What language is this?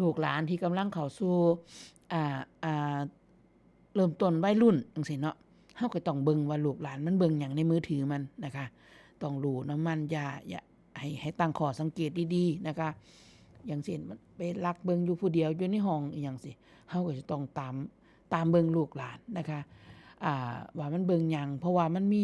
Northeastern Thai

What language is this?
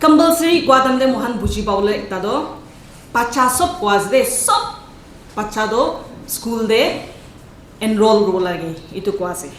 Naga Pidgin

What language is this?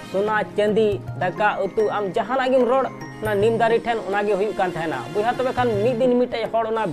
Santali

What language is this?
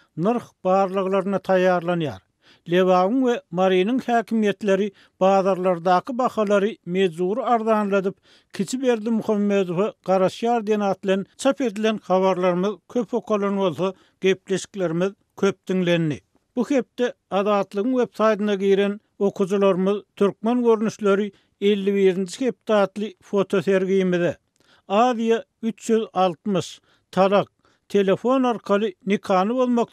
Turkmen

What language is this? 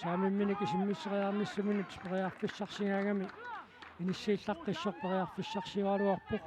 Kalaallisut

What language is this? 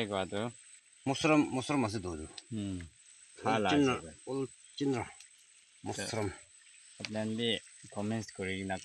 Naga Pidgin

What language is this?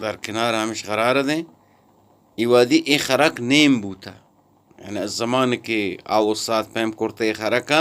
Eastern Balochi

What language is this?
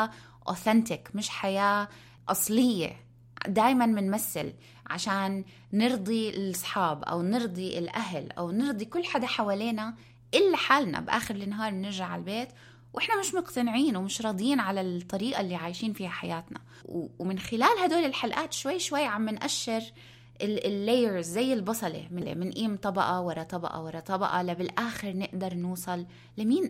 North Levantine Arabic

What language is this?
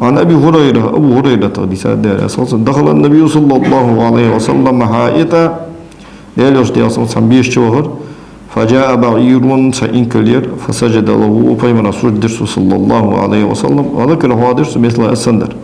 Ingush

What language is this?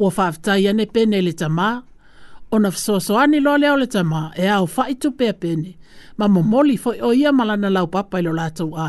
Samoan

